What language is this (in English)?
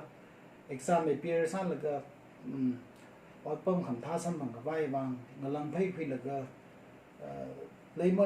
Tangkhul Naga (India)